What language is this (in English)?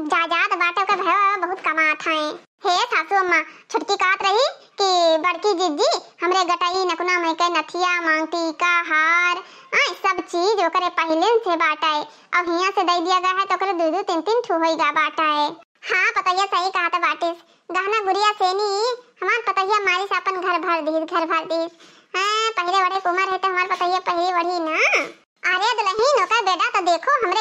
Awadhi